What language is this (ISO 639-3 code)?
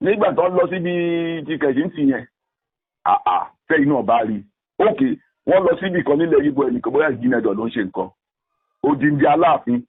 yor